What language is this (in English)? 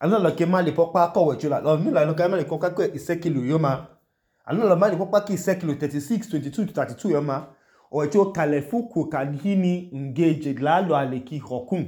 Idoma